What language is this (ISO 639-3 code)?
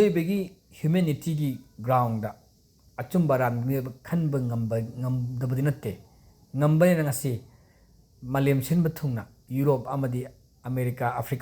mni